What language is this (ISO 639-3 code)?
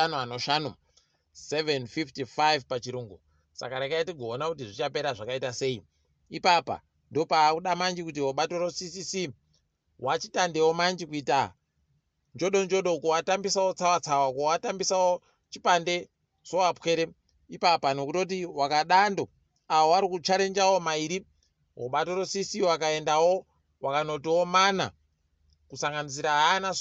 ndc